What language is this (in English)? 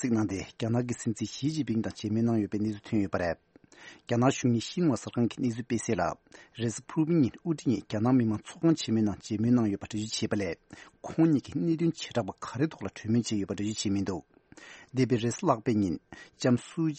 Tibetan